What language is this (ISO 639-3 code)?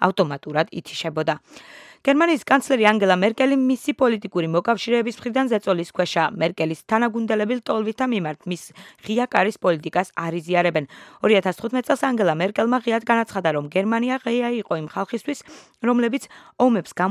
kat